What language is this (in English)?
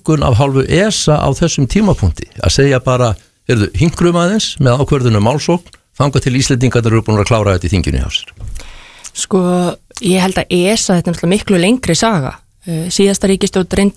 Icelandic